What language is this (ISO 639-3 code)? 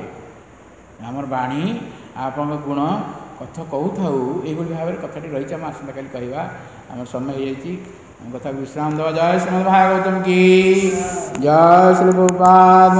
ori